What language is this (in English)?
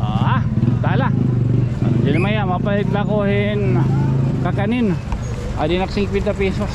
Waray